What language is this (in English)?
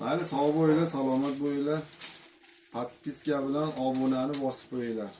Uzbek